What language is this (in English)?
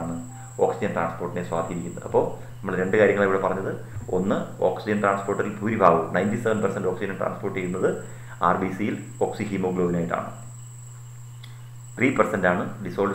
Malayalam